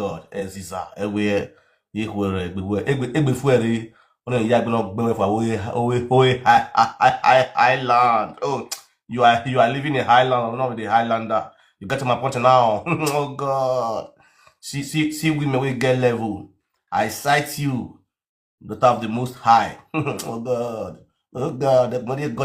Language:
Nigerian Pidgin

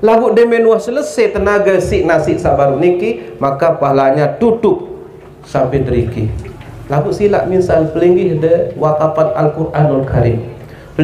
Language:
Sasak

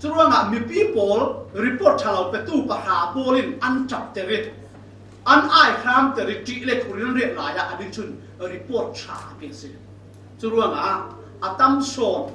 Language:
Falam Chin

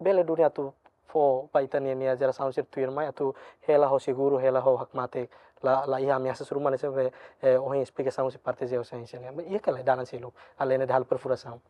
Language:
Tetum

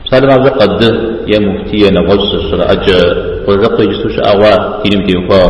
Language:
Kabardian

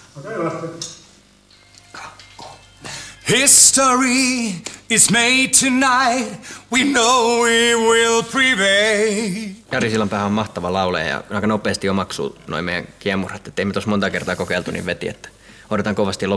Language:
Finnish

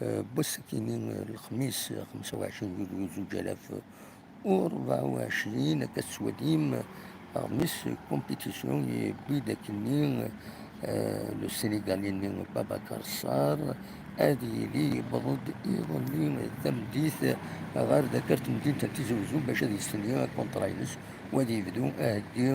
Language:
Kabyle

